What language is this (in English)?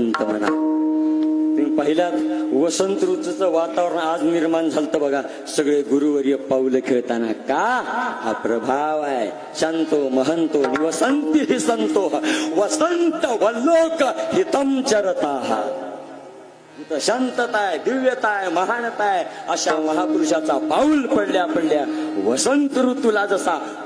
Marathi